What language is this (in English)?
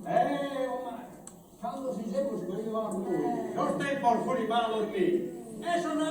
Sardinian